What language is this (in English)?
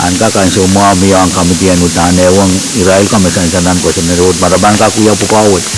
Pohnpeian